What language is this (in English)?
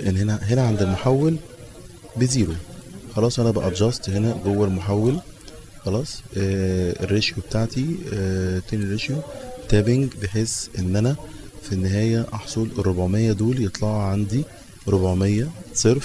Egyptian Arabic